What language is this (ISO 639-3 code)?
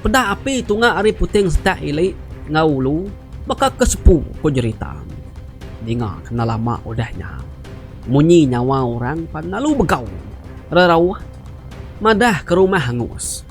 iba